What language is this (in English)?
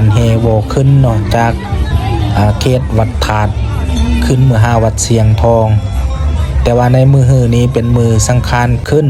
Lao